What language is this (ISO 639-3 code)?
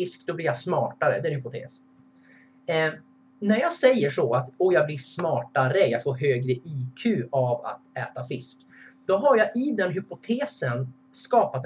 swe